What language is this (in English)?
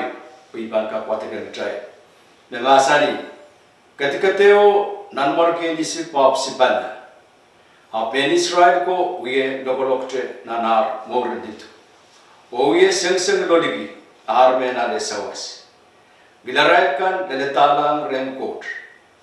Pohnpeian